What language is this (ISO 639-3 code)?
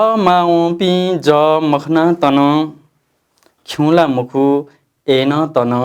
new